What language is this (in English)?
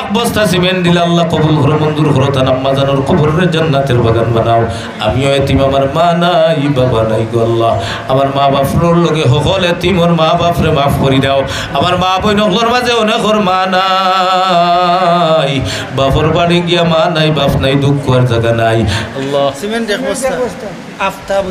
Sylheti